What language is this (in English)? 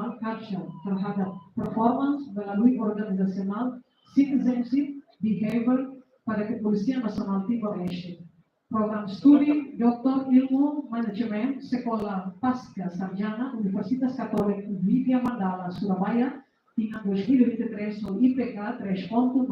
Tetum